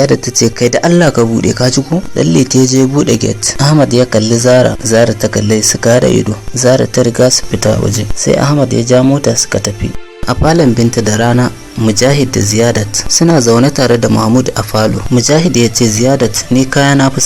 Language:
Hausa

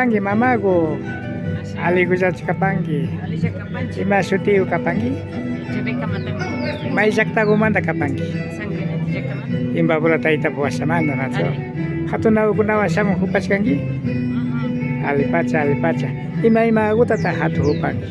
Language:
Imbabura Highland Quichua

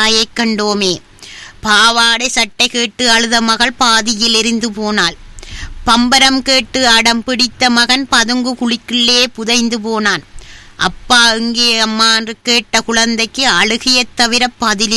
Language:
Tamil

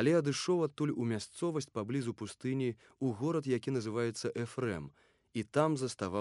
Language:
Belarusian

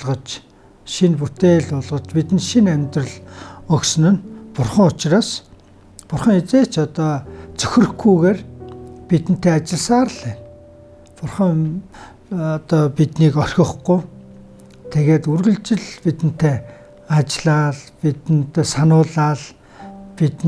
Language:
Mongolian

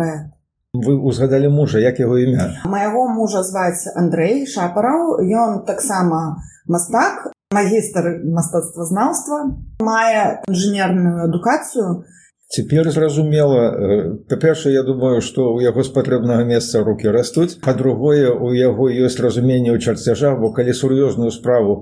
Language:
Belarusian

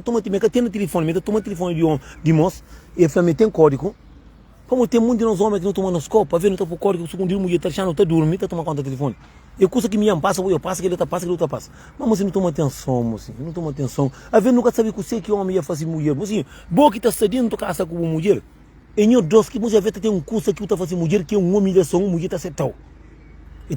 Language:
Kabuverdianu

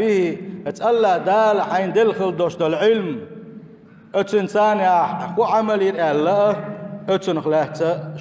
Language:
Chechen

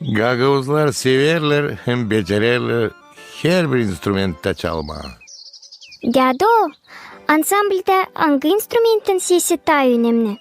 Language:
Gagauz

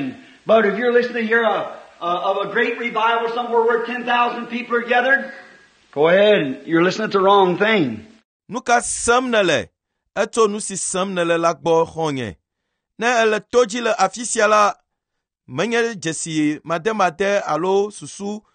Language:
Ewe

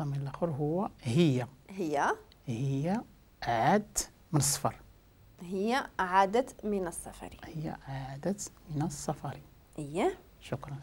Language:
Moroccan Arabic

